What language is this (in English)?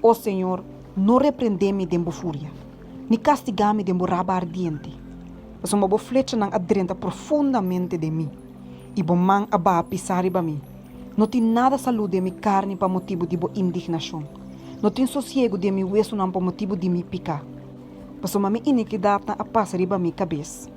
Papiamento